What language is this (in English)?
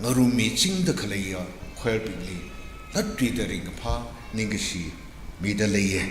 Tangkhul Naga (India)